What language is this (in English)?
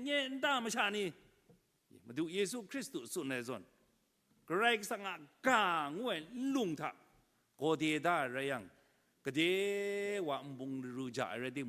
Kachin